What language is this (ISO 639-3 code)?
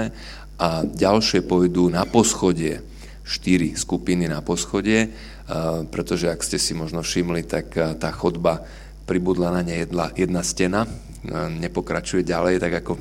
slk